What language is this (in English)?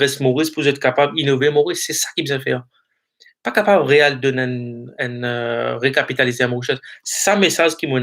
Morisyen